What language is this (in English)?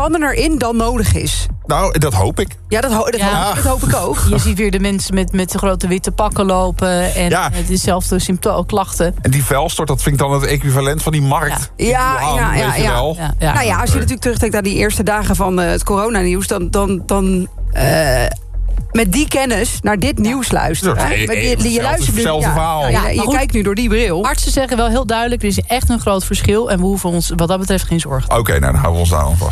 Dutch